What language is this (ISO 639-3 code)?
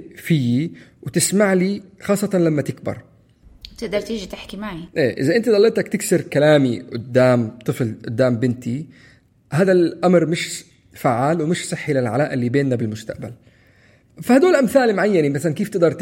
apc